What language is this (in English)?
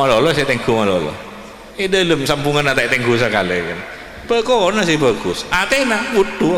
Madurese